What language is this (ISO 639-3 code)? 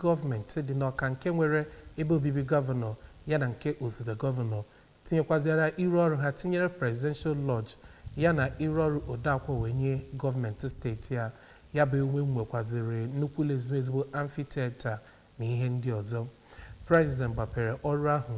ibo